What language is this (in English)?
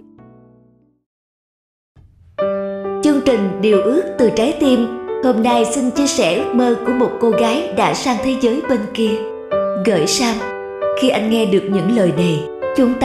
Vietnamese